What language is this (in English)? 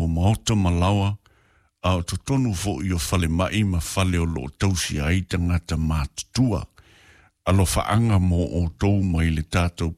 Samoan